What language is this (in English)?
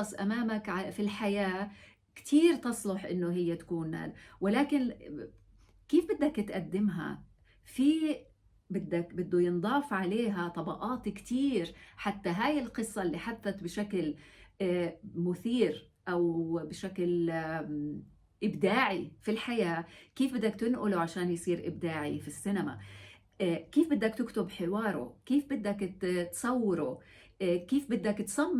North Levantine Arabic